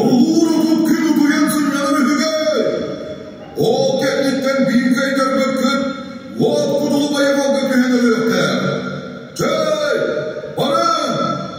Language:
Yakut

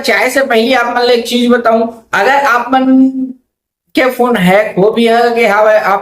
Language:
Chhattisgarhi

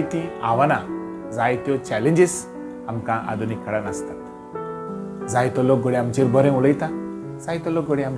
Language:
Konkani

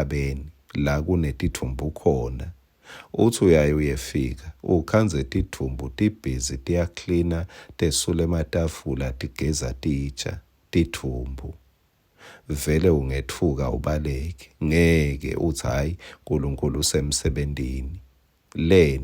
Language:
Swati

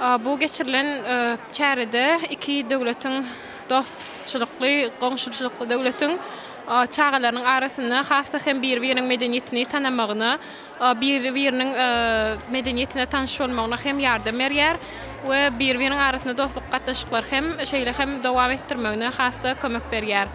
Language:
Turkmen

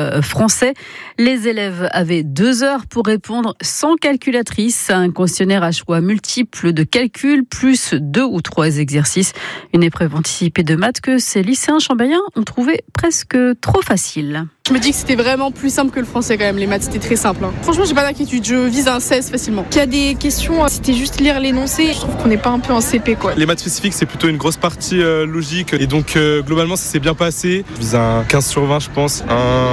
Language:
French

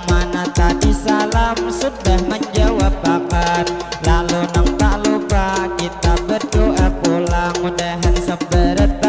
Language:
Banjar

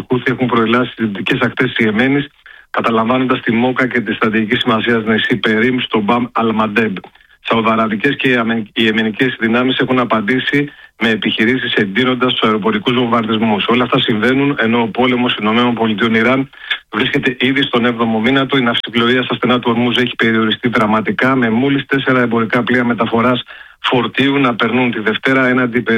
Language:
Greek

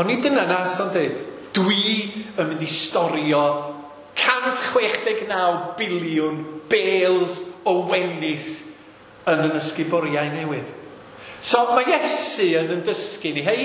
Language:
Welsh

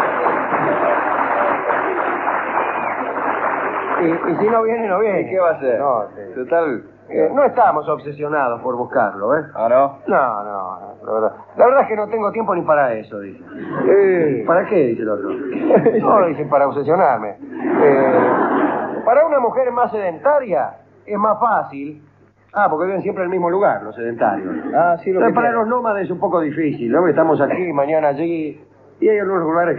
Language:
Spanish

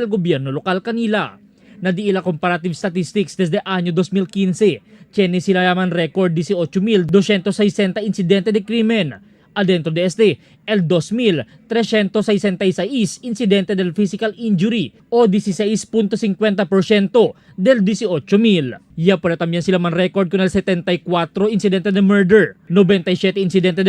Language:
Chavacano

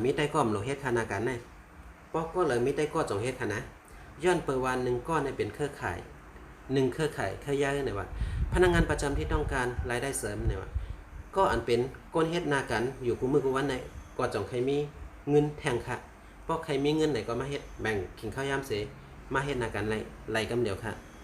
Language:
Shan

